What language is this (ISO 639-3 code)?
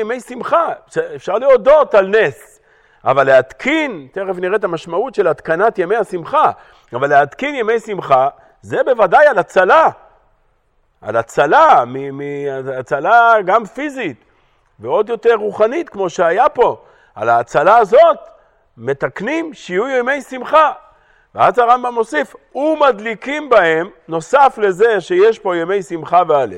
heb